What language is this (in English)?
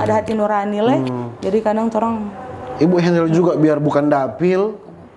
Manado Malay